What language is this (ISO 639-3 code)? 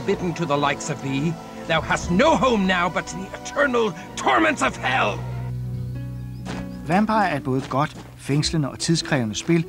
dan